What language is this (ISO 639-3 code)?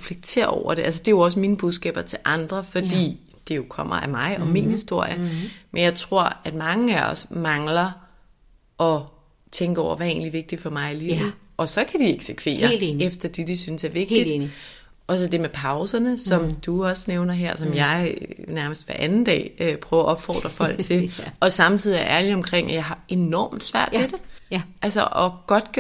dan